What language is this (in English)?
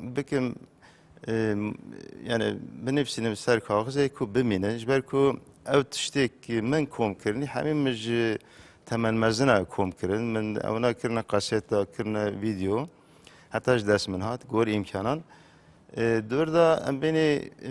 Kurdish